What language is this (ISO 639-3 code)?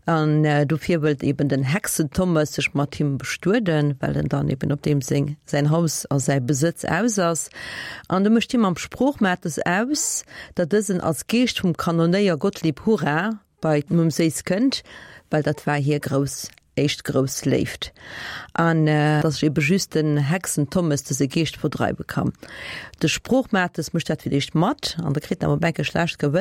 ltz